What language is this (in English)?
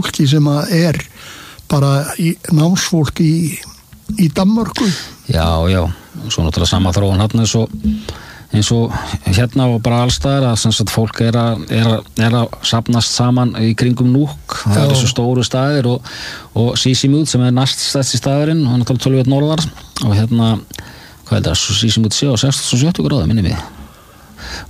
Icelandic